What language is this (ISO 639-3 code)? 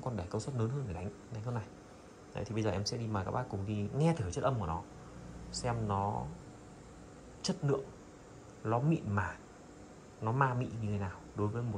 vie